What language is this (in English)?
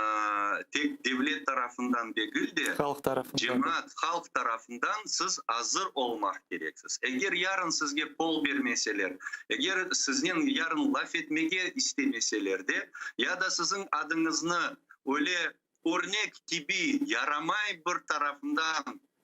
Crimean Tatar